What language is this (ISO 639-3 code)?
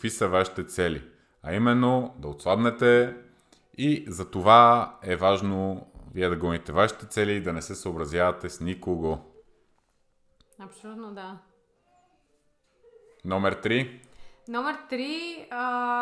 bul